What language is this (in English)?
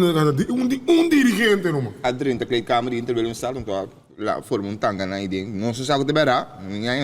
Papiamento